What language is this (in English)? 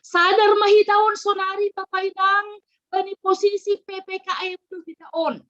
Batak Simalungun